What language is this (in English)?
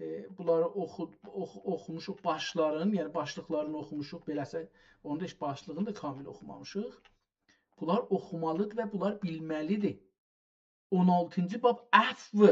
South Azerbaijani